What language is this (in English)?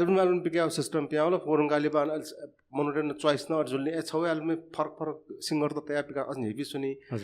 Newari